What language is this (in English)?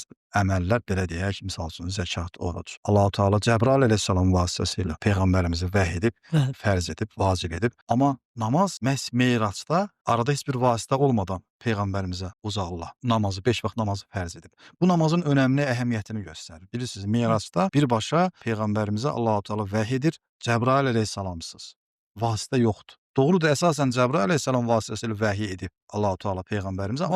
Azerbaijani